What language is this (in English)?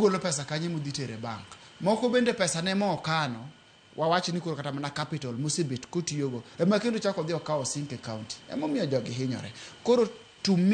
Luo (Kenya and Tanzania)